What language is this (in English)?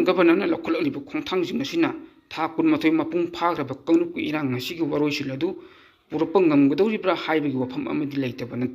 Manipuri